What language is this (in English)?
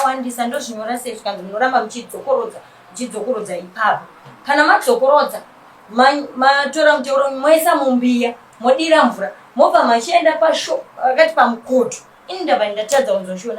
Shona